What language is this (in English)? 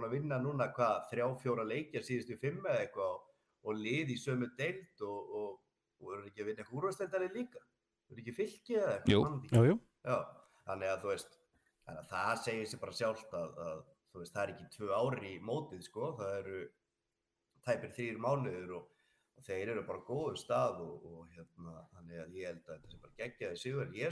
Icelandic